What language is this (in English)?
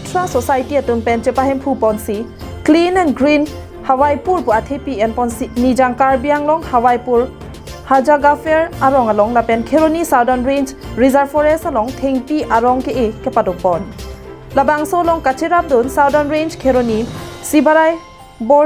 Karbi